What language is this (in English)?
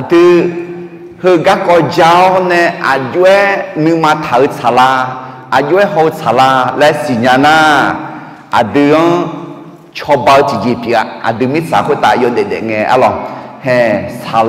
Akha